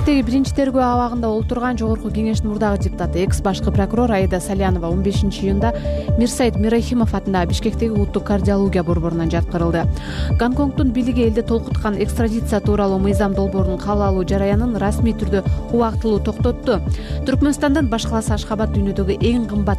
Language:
Kyrgyz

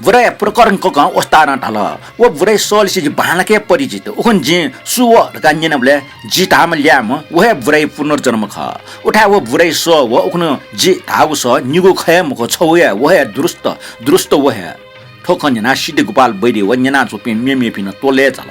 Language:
Newari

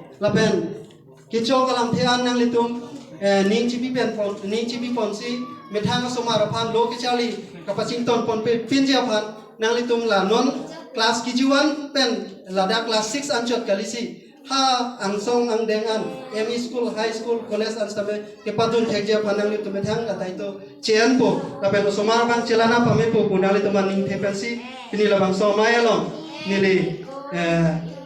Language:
Karbi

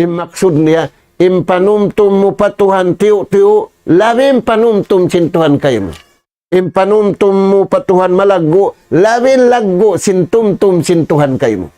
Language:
Tausug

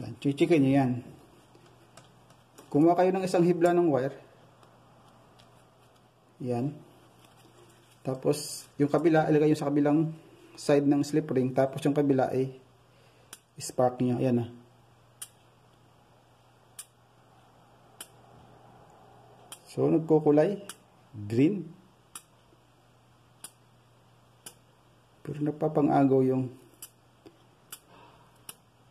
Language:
Filipino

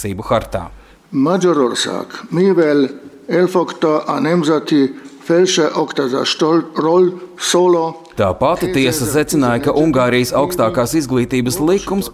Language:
Latvian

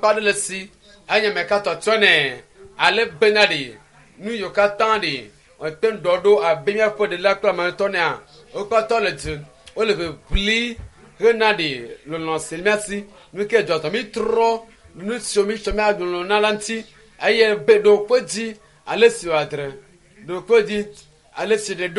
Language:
Ewe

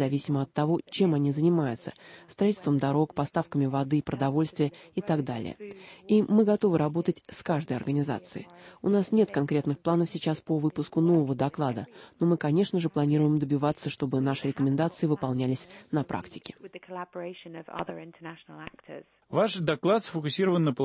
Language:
Russian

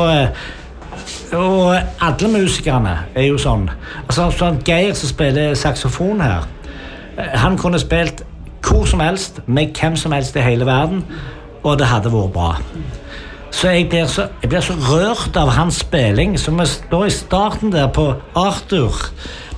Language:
Norwegian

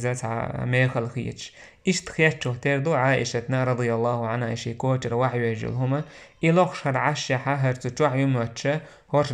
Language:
Chechen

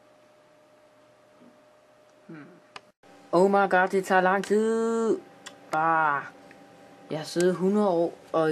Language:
Danish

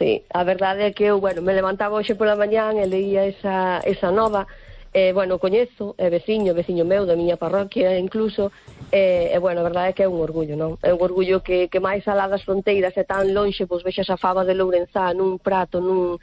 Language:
Galician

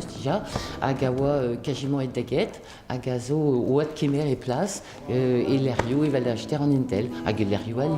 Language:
Breton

